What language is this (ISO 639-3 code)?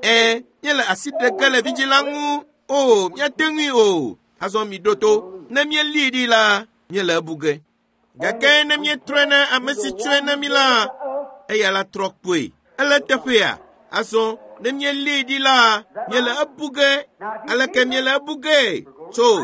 ewe